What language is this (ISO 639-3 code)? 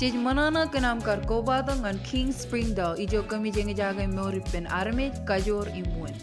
mah